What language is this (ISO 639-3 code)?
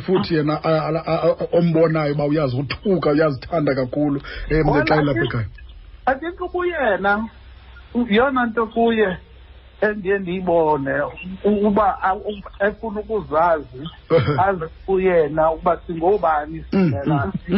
xho